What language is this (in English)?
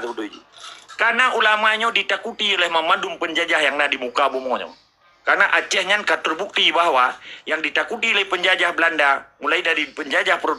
Achinese